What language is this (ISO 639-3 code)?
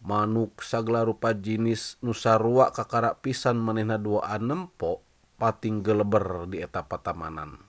sun